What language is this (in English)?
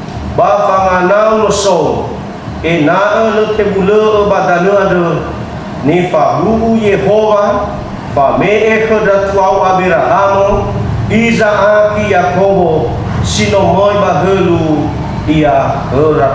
Nias